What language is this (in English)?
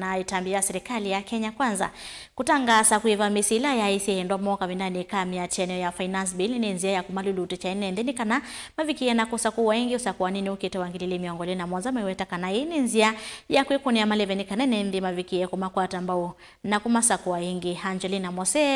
Kamba